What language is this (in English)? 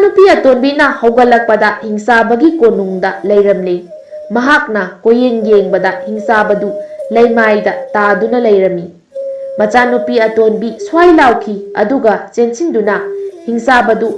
Manipuri